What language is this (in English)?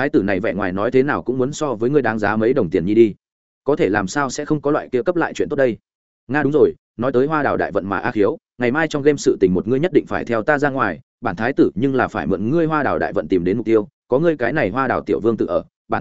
Vietnamese